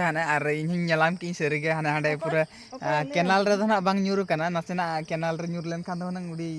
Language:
Santali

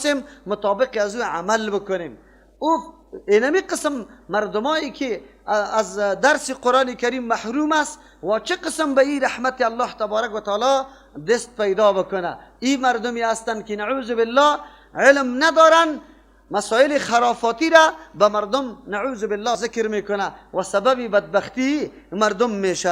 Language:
Persian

